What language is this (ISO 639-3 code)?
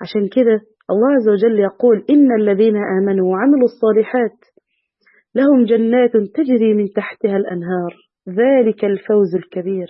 arz